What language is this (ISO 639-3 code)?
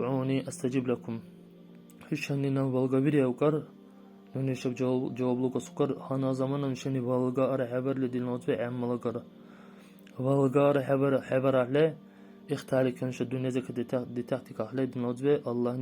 dar